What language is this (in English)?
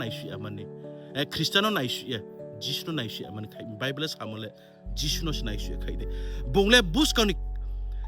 Riang (India)